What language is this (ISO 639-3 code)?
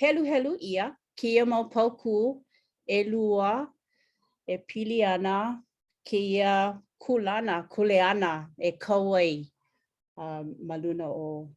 haw